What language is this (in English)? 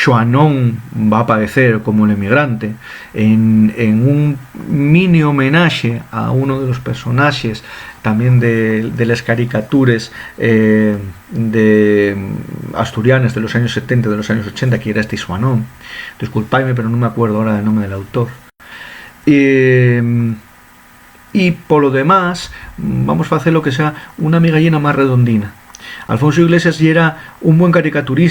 Asturian